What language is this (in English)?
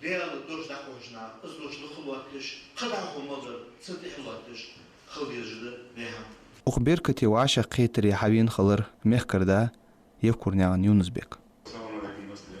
Ingush